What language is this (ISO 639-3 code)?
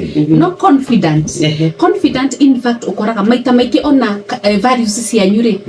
kik